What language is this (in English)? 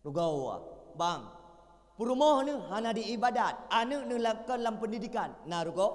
Achinese